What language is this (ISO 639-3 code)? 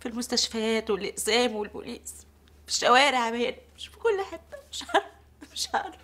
apc